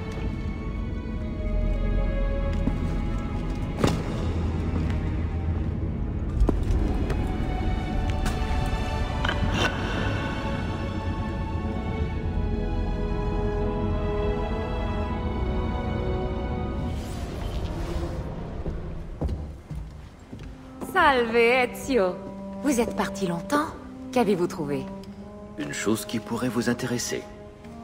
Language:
French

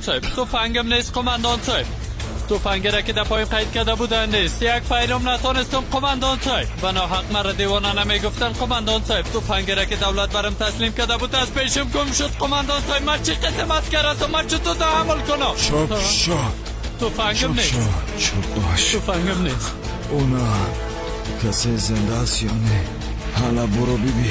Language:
Tajik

